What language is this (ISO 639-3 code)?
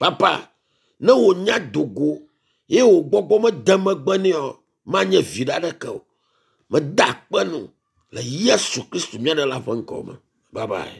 ewe